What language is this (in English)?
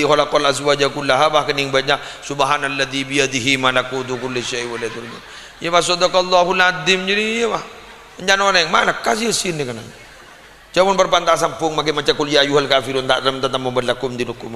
Madurese